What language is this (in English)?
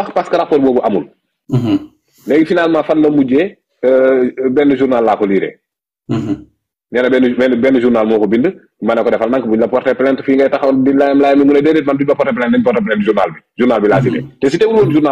Wolof